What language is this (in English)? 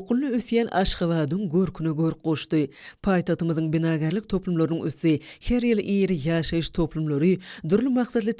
Turkmen